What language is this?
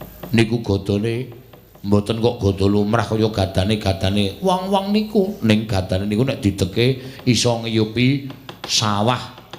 Javanese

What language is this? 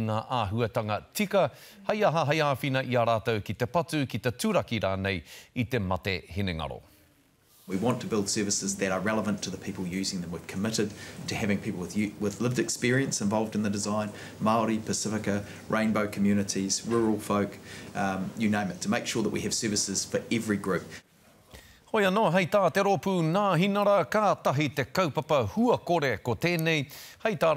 Māori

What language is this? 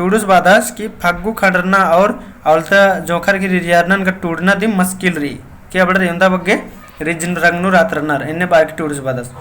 Kurukh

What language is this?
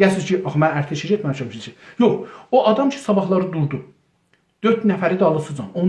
South Azerbaijani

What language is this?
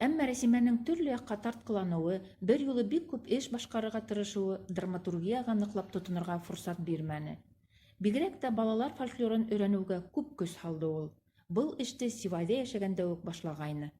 Bashkir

